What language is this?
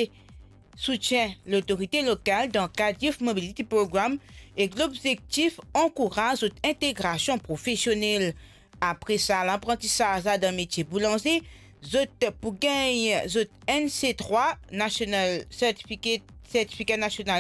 Morisyen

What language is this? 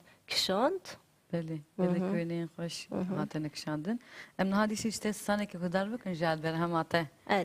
Kurdish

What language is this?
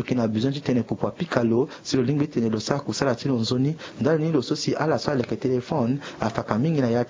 Sango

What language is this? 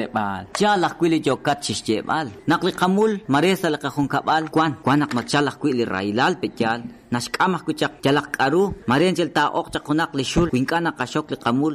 Kekchí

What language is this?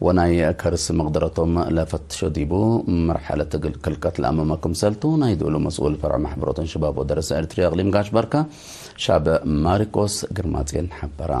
Tigre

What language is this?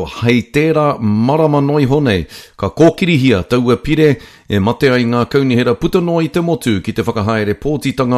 Māori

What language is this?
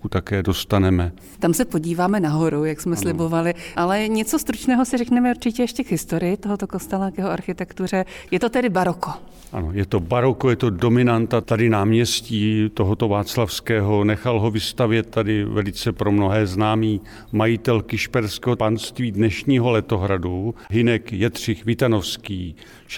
Czech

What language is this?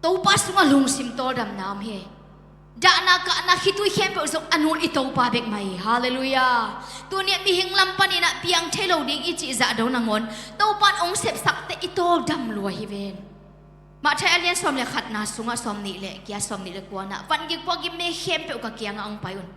Tedim Chin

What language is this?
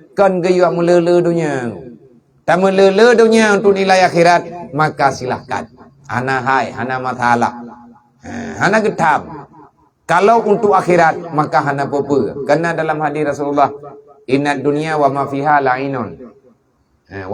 Achinese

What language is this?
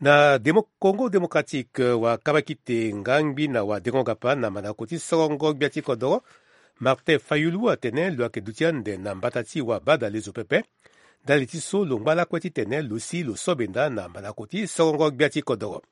Sango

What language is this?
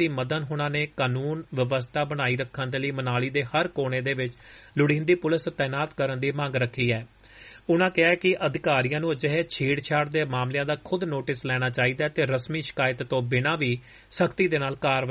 Punjabi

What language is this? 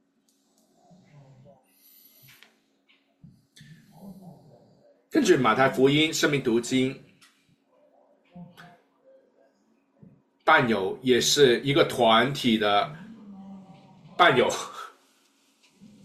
Chinese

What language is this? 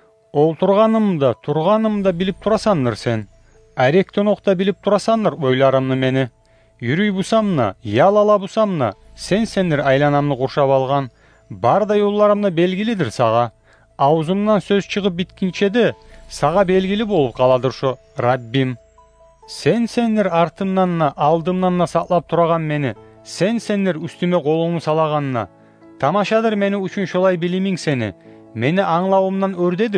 Kumyk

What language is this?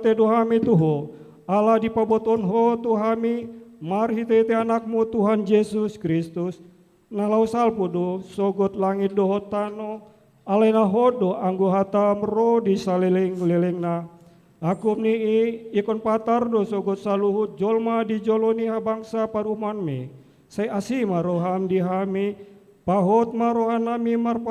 Batak Toba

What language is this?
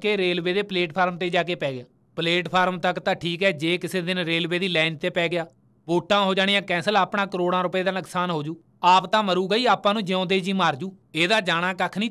Punjabi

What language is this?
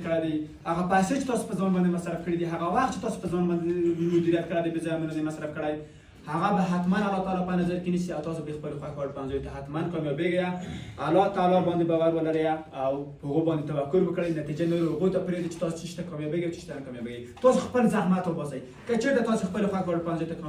Pashto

